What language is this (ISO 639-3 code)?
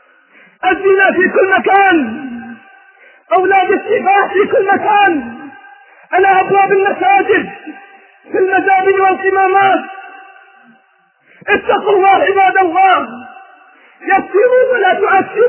ara